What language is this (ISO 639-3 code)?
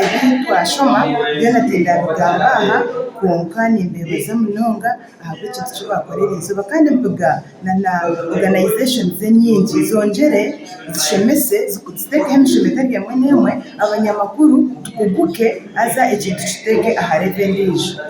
nyn